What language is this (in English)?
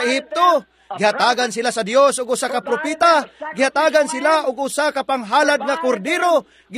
Cebuano